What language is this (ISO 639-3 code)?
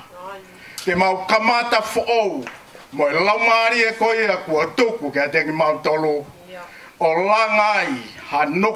ton